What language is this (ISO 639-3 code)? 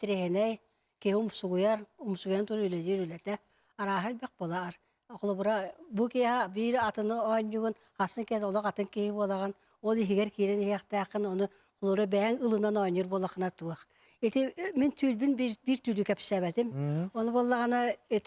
sah